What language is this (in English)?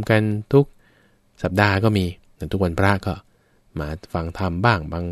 Thai